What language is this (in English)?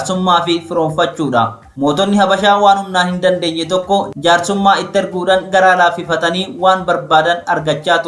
Oromo